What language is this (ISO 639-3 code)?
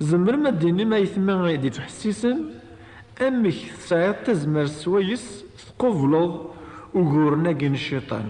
kab